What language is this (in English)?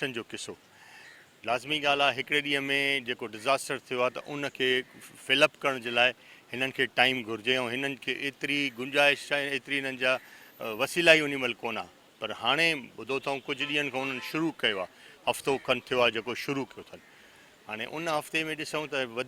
Sindhi